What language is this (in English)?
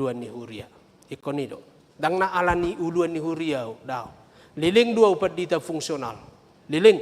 Batak Toba